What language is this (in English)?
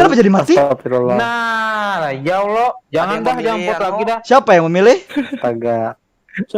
Banjar